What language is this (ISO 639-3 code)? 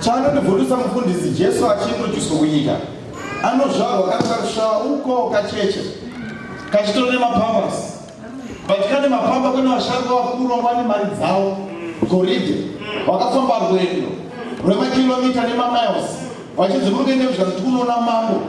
sna